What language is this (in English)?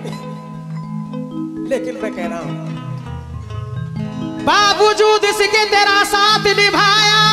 Hindi